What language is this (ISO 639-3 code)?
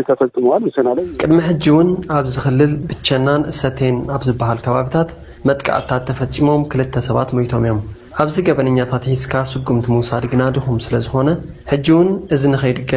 tir